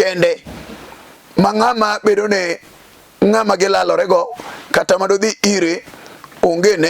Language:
Luo (Kenya and Tanzania)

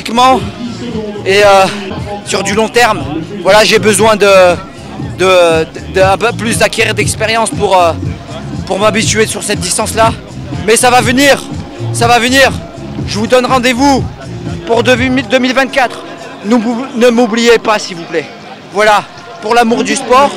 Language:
French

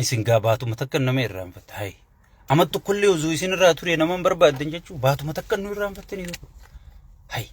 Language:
Oromo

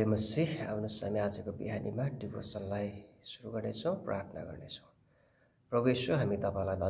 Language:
Nepali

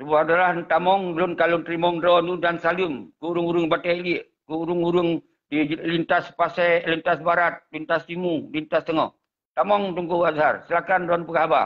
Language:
Achinese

